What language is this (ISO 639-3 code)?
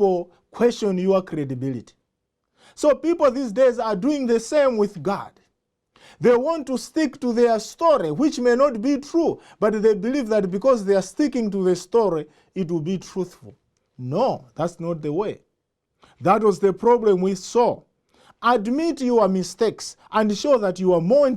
eng